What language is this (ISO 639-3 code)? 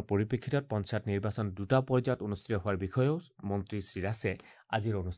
asm